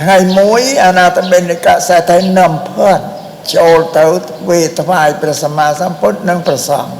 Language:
Khmer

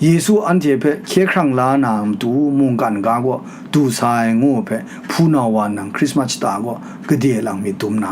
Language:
Kachin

